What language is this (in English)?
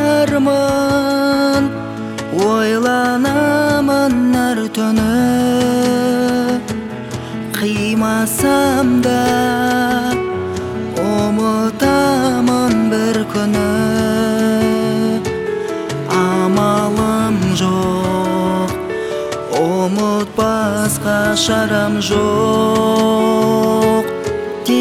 Kazakh